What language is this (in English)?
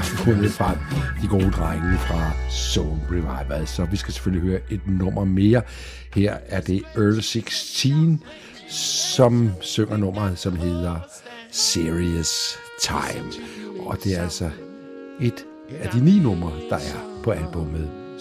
Danish